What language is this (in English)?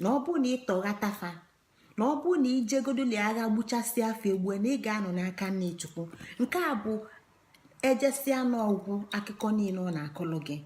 Igbo